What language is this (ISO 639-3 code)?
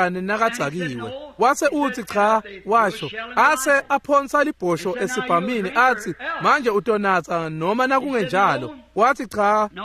ssw